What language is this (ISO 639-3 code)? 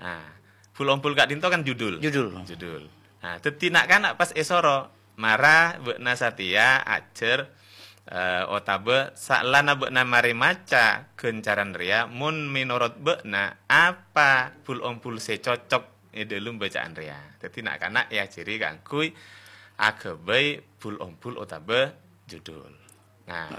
mad